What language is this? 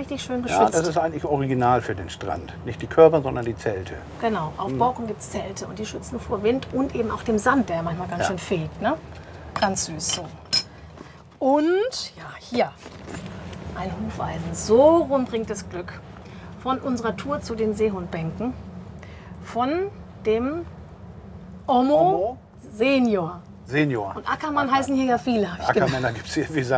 German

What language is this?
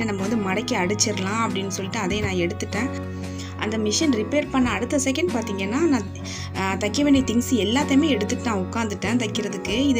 Tamil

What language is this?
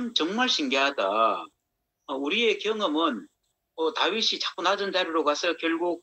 Korean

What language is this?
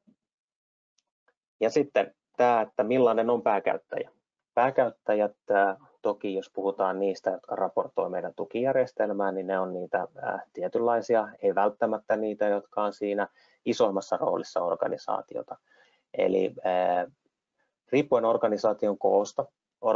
Finnish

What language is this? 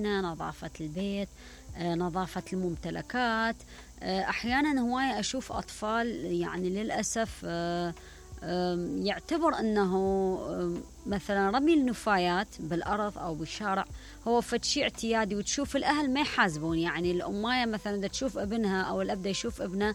Mesopotamian Arabic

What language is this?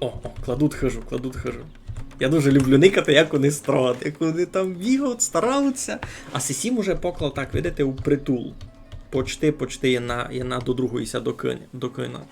Rusyn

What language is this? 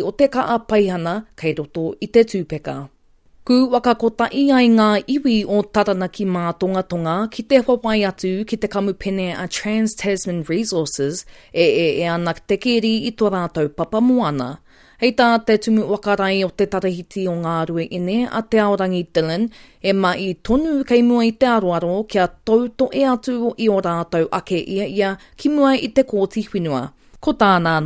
Māori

